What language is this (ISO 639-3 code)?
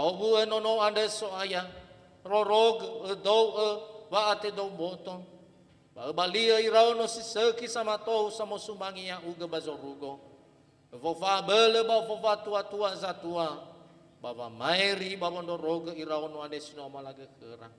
nia